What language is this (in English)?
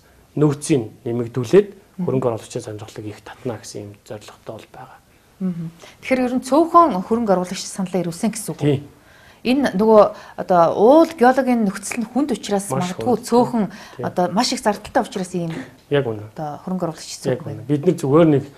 Mongolian